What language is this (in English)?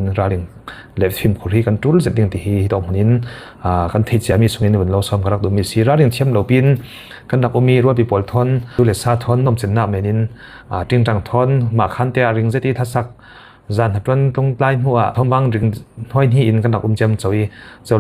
Falam Chin